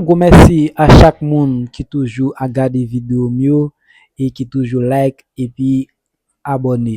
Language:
Haitian Creole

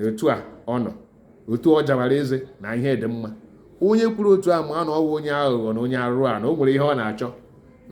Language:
Igbo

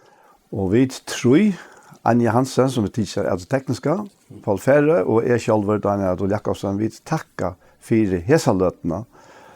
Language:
Faroese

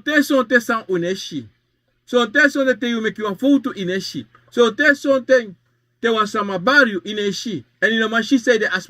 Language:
Sranan Tongo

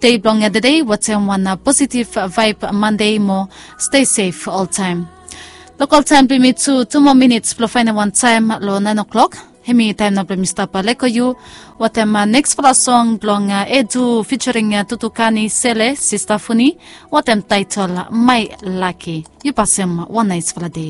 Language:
Bislama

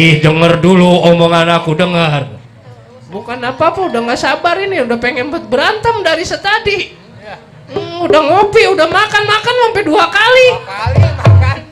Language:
Betawi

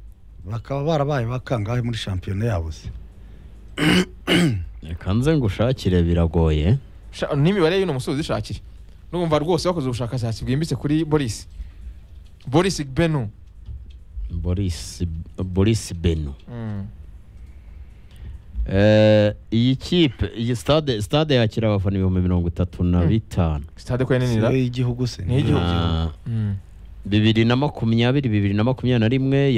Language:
Kinyarwanda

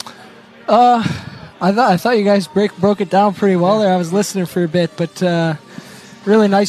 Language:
English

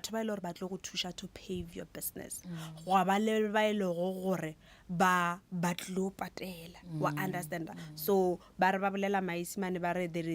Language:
Northern Sotho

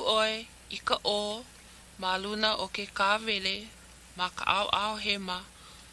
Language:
Hawaiian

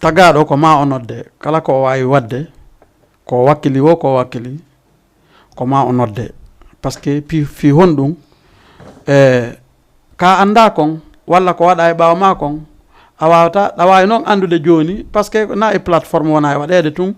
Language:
Fula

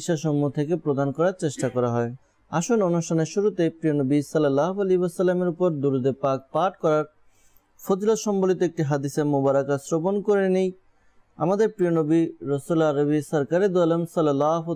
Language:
Bangla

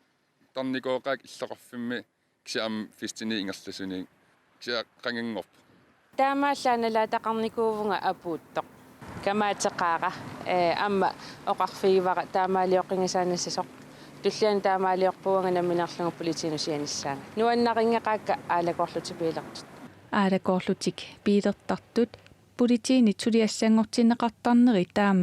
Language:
Kalaallisut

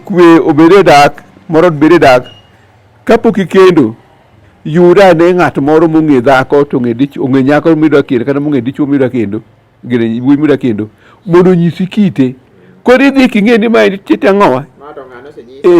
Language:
Luo (Kenya and Tanzania)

